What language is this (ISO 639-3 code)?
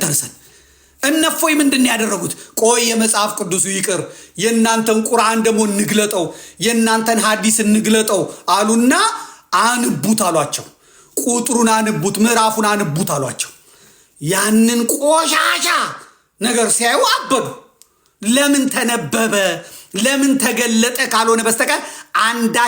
amh